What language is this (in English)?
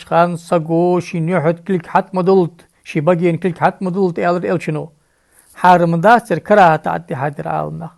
Ingush